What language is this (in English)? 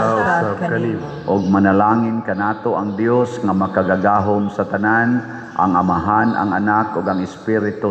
Cebuano